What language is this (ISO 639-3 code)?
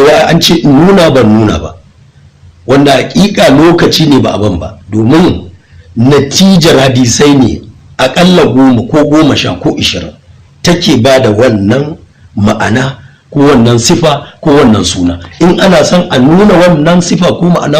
hau